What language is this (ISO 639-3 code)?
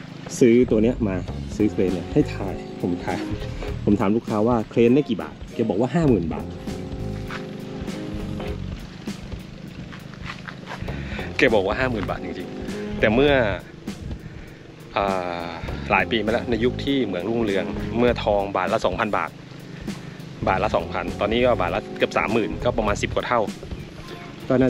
tha